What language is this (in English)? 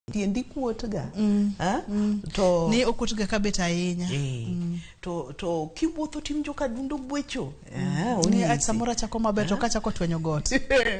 Luo (Kenya and Tanzania)